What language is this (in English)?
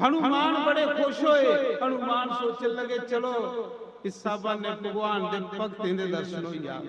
Dogri